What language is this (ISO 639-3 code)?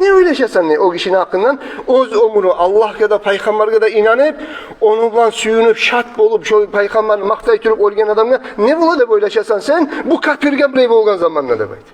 kum